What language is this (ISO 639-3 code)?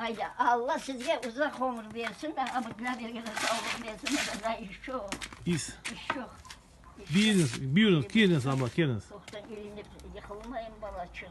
crh